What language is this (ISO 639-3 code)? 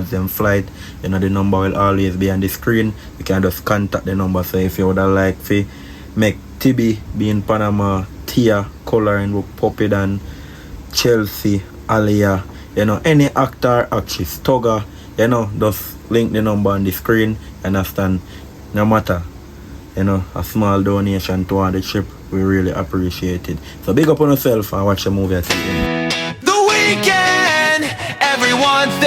jam